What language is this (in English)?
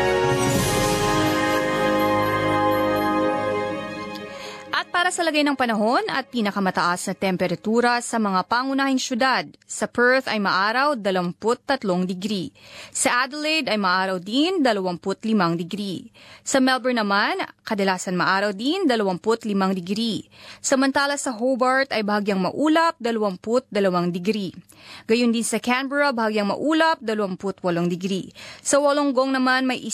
Filipino